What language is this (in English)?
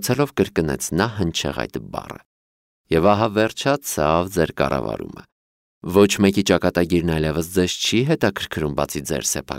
Armenian